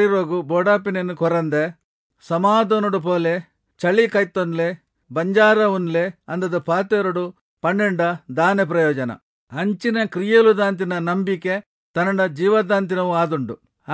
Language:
Tulu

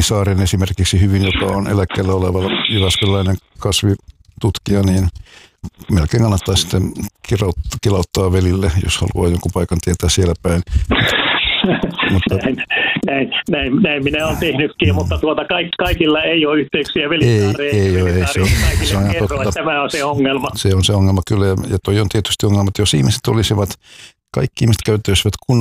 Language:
Finnish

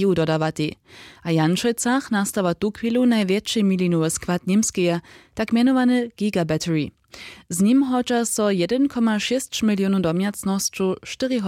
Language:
Upper Sorbian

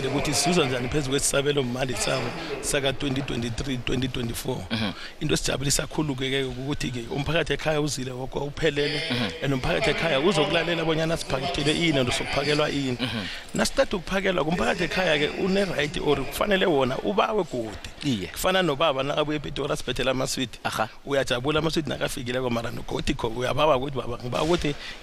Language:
South Ndebele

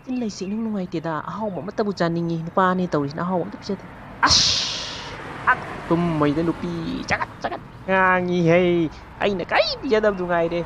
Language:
Manipuri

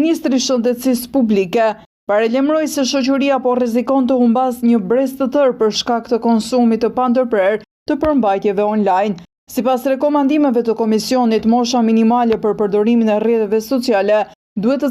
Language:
Albanian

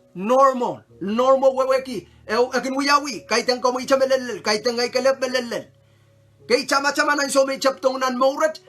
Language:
Pohnpeian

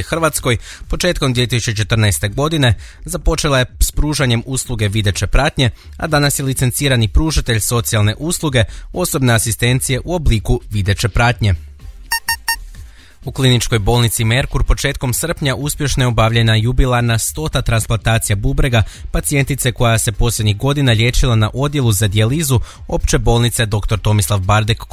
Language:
Croatian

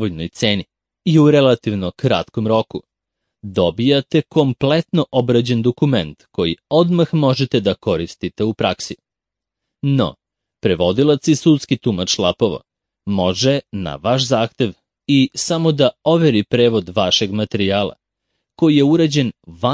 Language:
Serbian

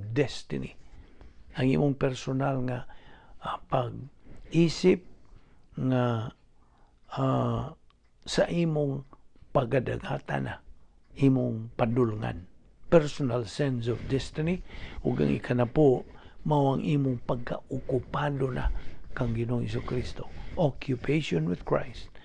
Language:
Cebuano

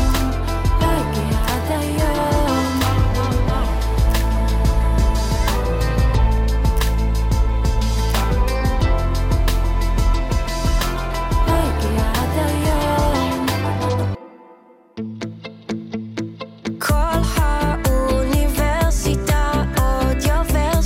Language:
Hebrew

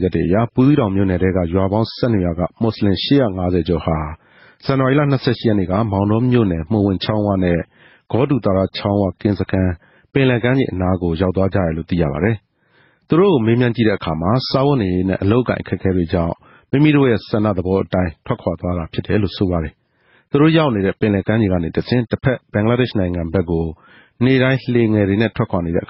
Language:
Burmese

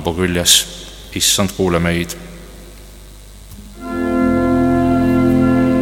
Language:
Estonian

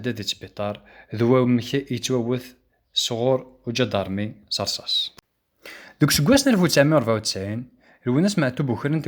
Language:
Kabyle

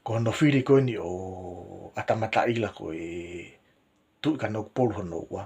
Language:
Tongan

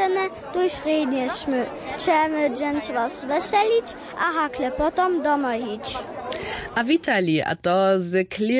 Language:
Upper Sorbian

